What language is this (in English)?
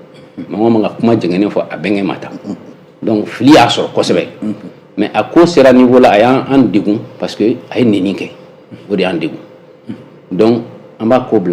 Bambara